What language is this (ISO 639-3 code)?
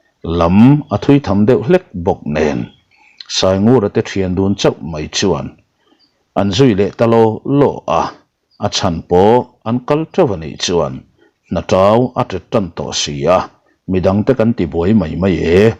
lus